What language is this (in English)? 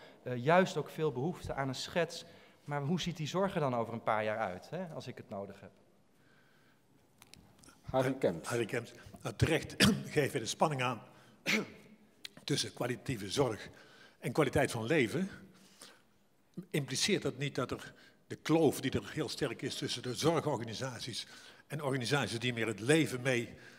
Dutch